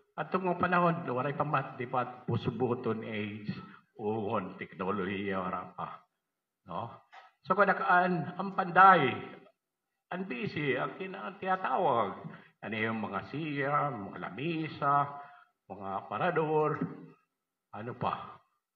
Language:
Waray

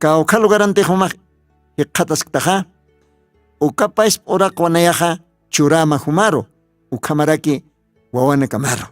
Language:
Aymara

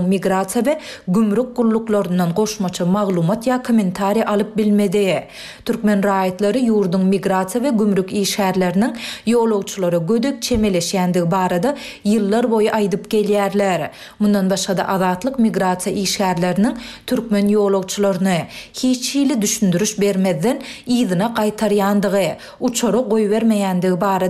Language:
Turkmen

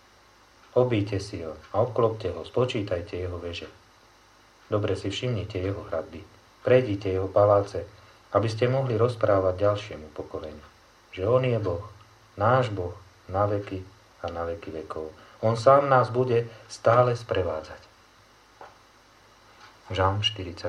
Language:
Slovak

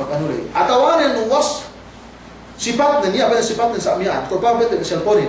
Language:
Yakan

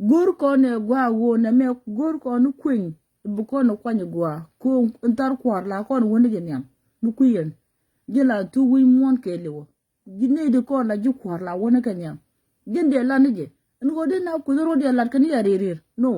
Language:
Nuer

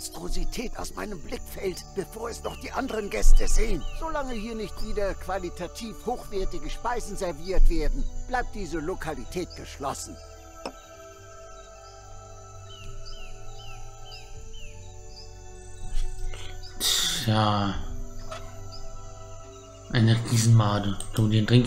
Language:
German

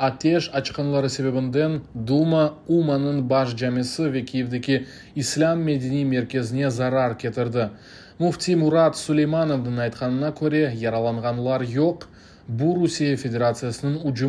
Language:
Crimean Tatar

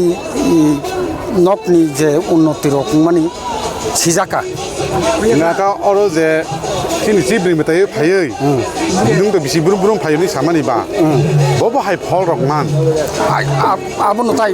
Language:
Kok Borok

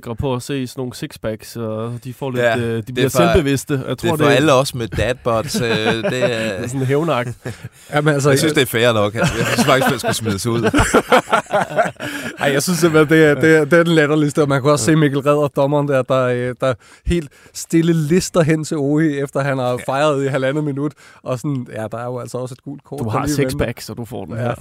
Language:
Danish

